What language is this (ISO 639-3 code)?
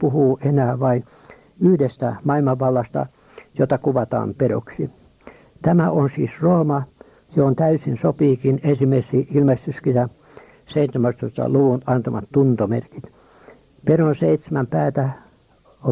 fin